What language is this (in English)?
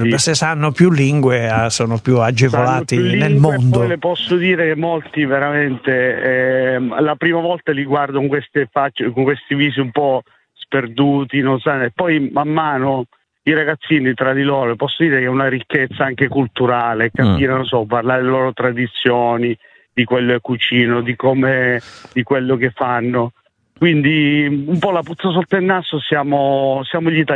Italian